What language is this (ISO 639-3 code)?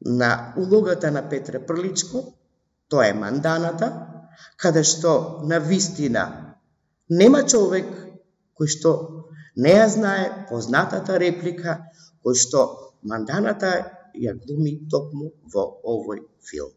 mkd